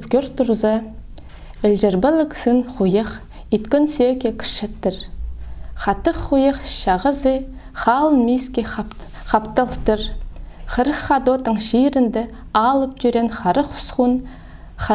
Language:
Khakas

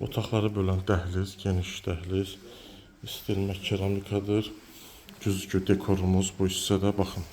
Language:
Azerbaijani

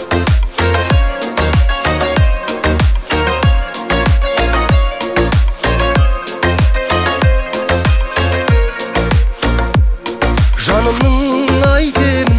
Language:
Kazakh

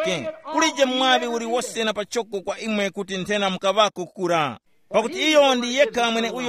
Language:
Tumbuka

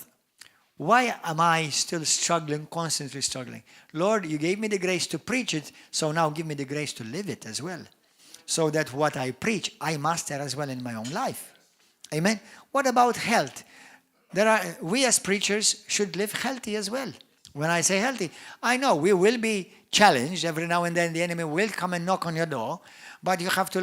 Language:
English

